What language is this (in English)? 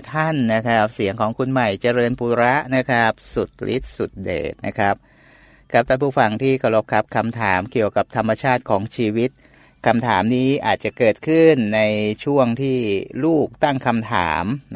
Thai